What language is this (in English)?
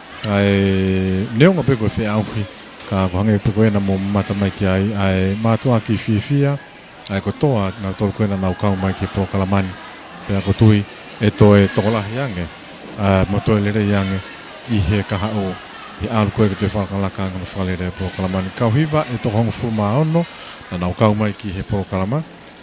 Tongan